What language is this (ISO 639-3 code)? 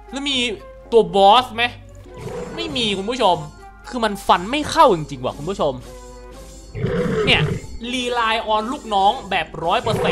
tha